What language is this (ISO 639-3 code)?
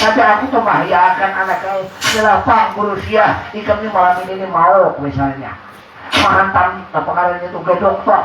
bjn